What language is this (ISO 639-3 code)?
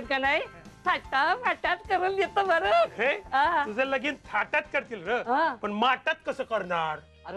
mar